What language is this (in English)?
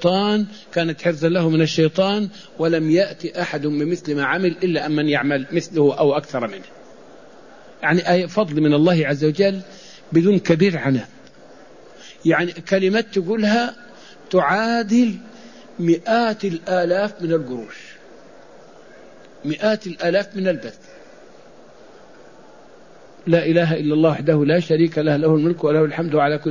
Arabic